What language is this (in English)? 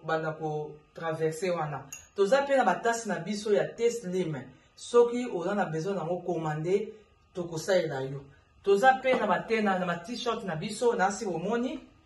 Lingala